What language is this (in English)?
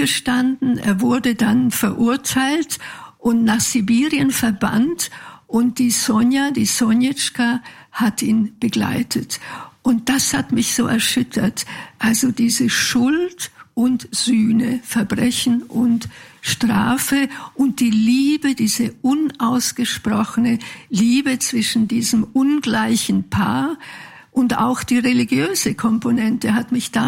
German